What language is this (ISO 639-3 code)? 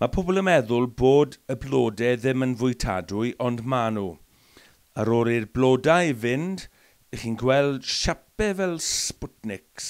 cym